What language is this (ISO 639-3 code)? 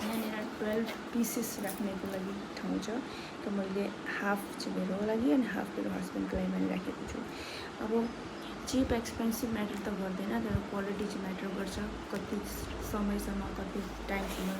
nep